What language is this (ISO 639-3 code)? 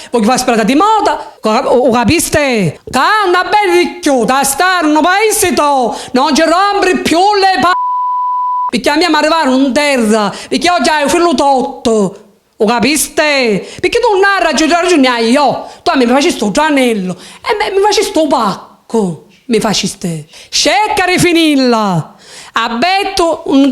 scn